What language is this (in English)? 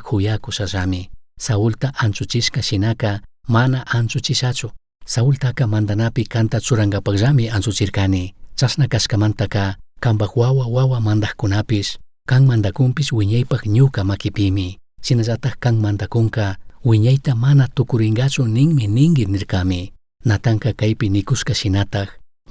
Chimborazo Highland Quichua